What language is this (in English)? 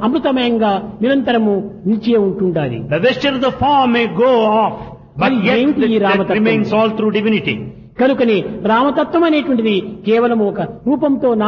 Telugu